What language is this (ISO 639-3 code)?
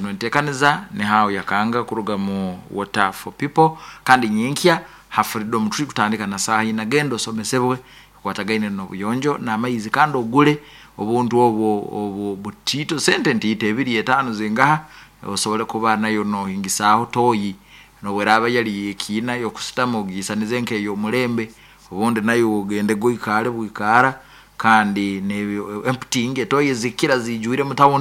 nyn